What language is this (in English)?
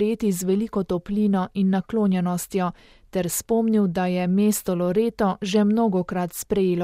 Slovenian